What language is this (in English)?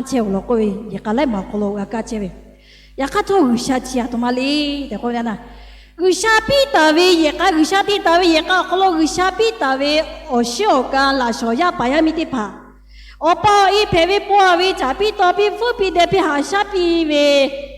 Lahu